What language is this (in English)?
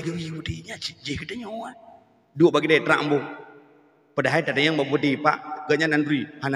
Achinese